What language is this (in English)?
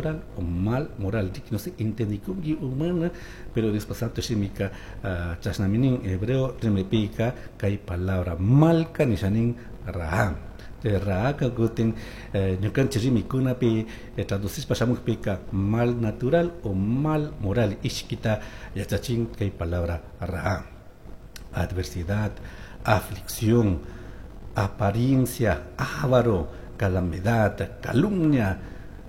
Chimborazo Highland Quichua